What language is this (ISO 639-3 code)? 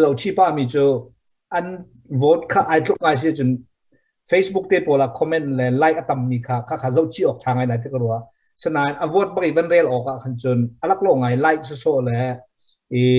cnh